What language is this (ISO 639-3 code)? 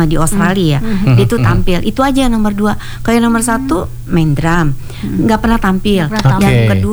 ind